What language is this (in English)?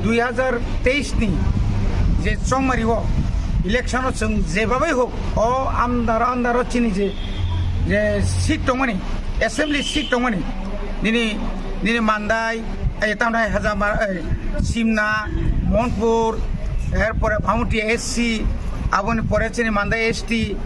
Kok Borok